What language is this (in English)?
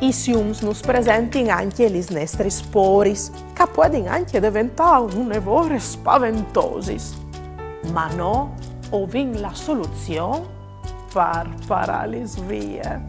Friulian